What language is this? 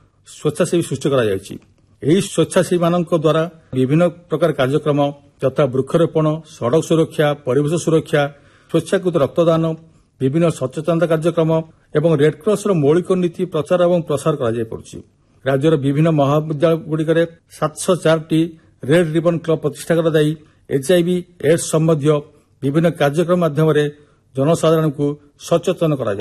Odia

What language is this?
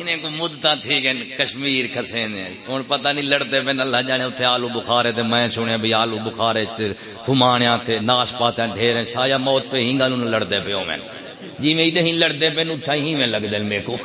Saraiki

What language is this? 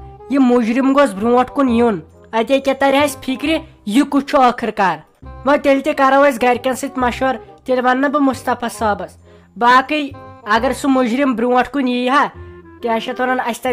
Kashmiri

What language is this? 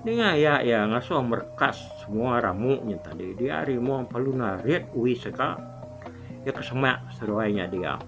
Iban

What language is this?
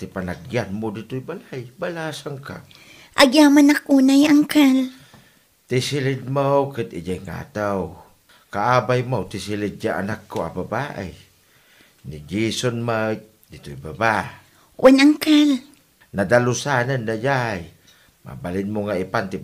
Iloko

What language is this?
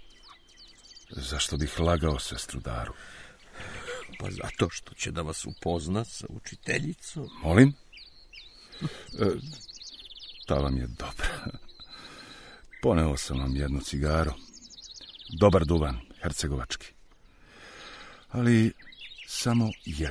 Serbian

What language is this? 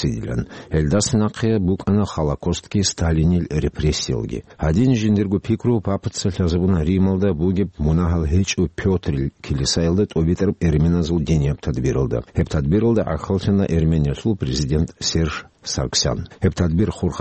Avaric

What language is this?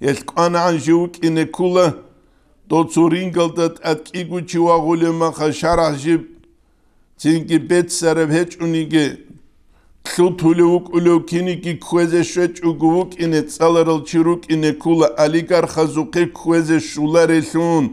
Avaric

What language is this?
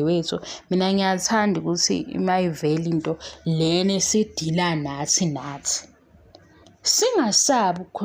Zulu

